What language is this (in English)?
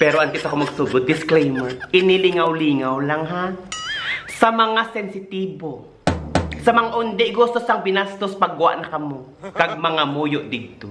Hiligaynon